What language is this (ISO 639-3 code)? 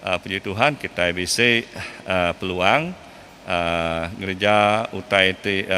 iba